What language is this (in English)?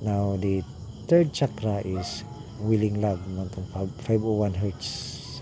Cebuano